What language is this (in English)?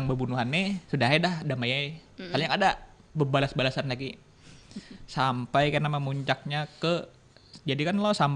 Banjar